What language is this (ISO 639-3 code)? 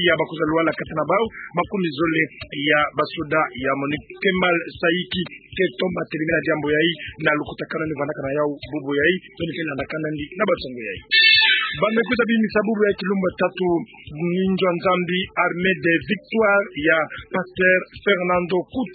ktu